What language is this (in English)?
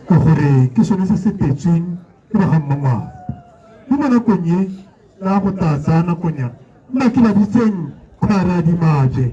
Tswana